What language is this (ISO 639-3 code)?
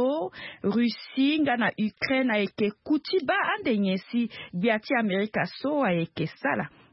sag